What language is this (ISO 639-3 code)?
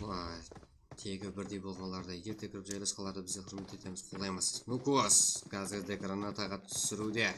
kaa